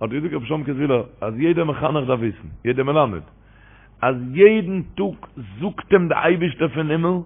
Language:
Yiddish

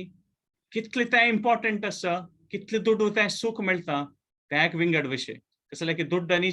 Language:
Konkani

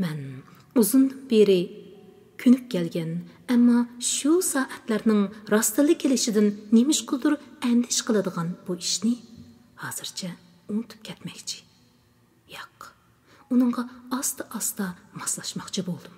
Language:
Uyghur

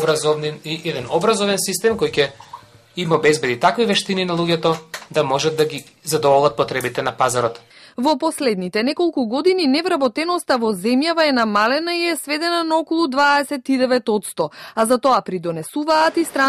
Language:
Macedonian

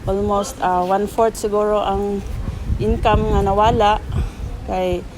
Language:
Cebuano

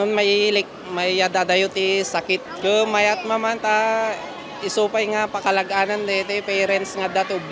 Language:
Iloko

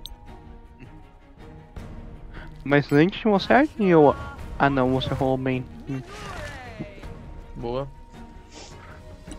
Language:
Portuguese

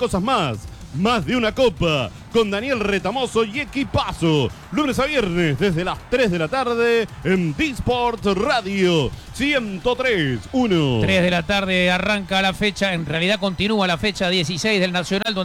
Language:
Spanish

